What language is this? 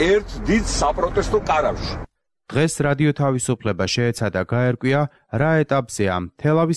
Georgian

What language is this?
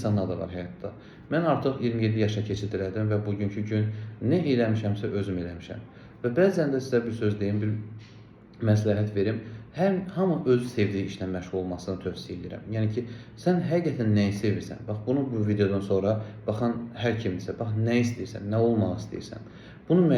Azerbaijani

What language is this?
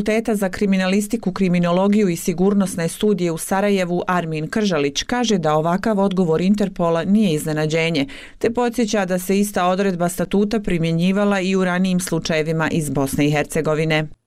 Bosnian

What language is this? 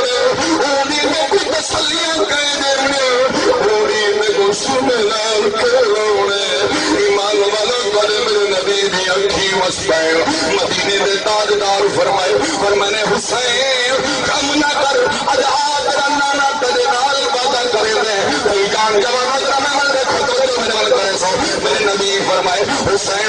Saraiki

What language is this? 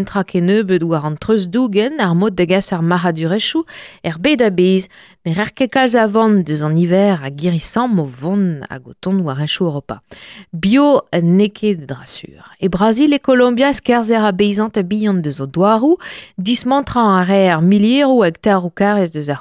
Breton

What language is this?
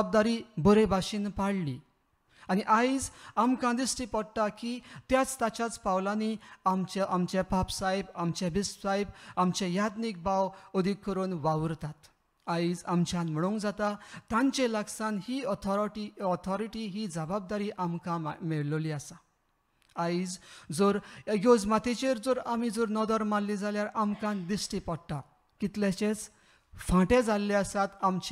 Konkani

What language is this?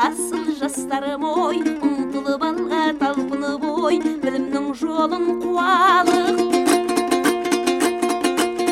Kazakh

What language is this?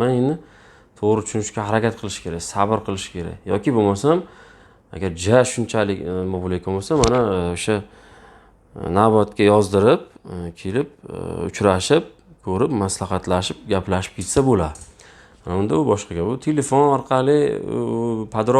Uzbek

